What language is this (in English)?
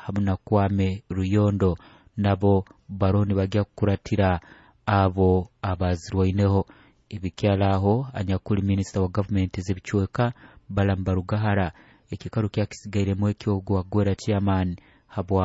Nyoro